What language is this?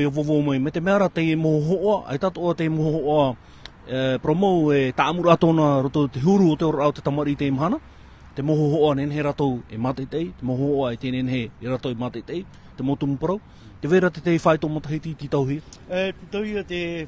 Tahitian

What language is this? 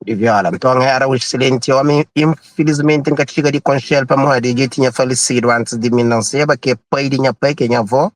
Kabuverdianu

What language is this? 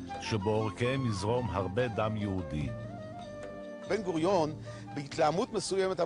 Hebrew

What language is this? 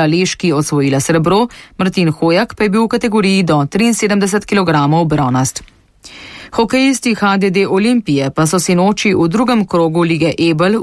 Slovenian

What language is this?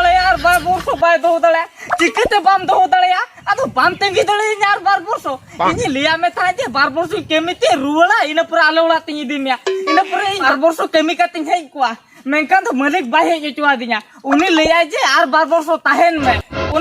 Santali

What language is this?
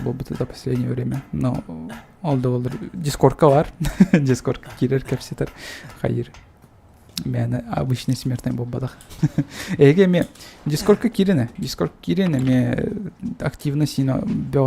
Yakut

